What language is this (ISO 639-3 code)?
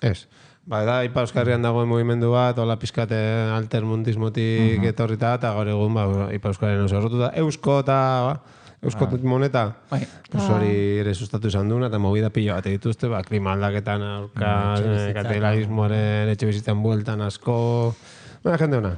eus